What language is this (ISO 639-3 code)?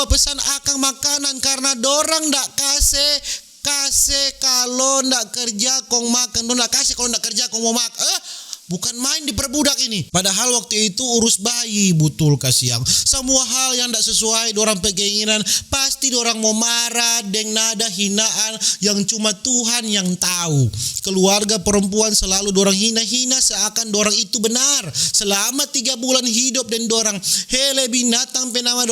xmm